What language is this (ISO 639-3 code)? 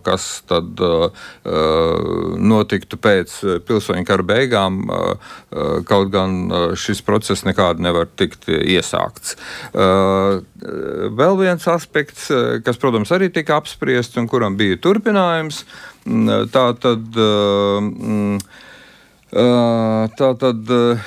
lav